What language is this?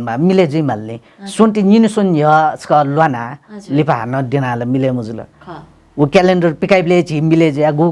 Newari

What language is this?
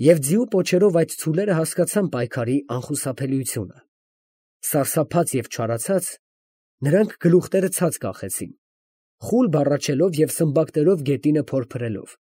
Armenian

